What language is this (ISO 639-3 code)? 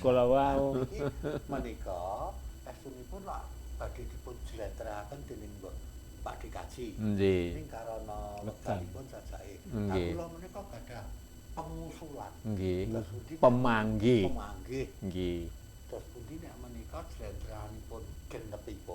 jav